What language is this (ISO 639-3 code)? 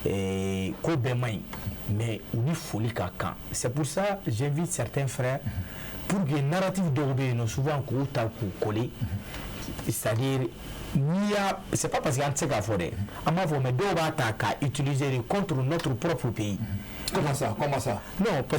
bam